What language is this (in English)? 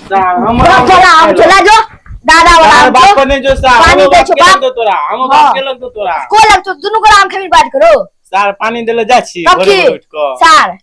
Maithili